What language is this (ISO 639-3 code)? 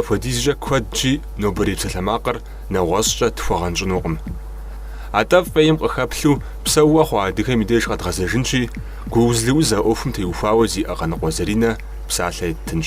kbd